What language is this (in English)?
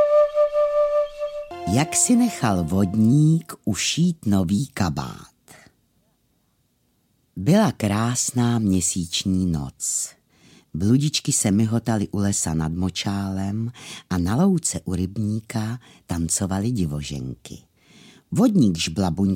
Czech